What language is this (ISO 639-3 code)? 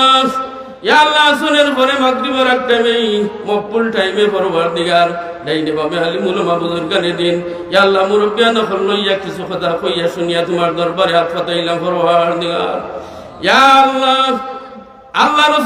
syl